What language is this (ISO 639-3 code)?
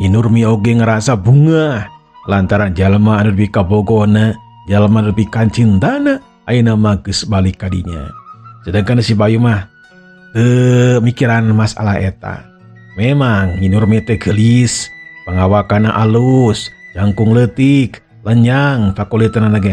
sun